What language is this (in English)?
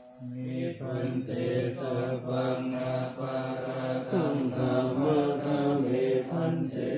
Pali